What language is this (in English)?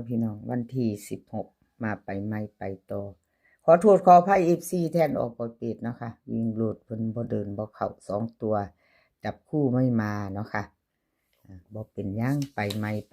Northeastern Thai